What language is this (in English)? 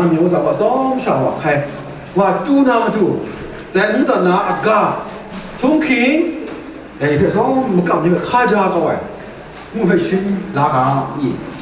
Kachin